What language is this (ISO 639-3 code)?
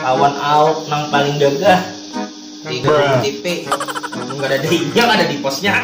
bjn